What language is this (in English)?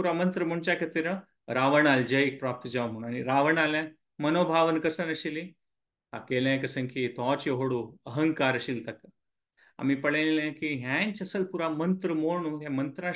Konkani